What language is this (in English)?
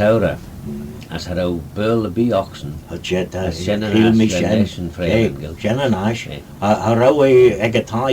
Manx